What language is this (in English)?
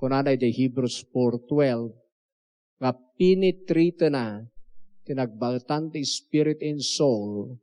Iloko